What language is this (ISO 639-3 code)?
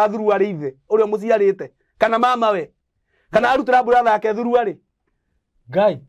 kik